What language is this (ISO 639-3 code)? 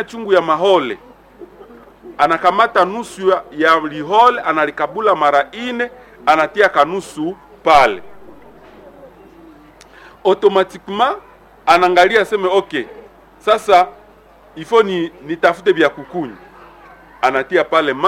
swa